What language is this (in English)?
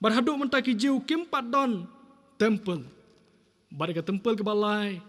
Khasi